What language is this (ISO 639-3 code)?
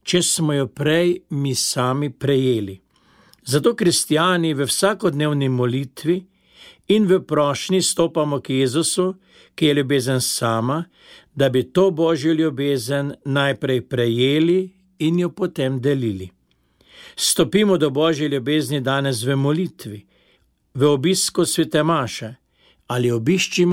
slv